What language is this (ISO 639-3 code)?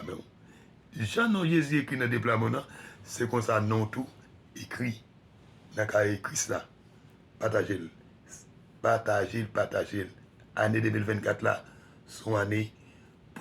hat